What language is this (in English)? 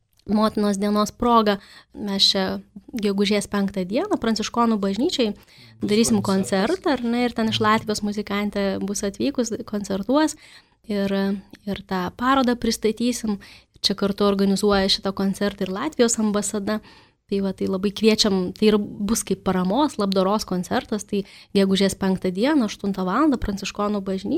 Lithuanian